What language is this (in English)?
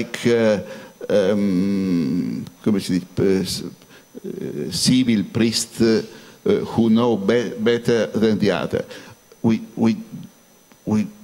English